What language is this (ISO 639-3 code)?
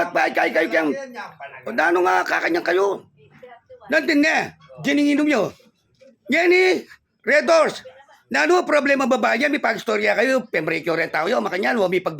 pam